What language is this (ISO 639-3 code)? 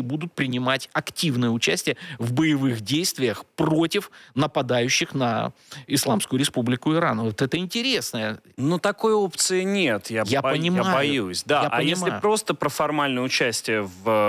rus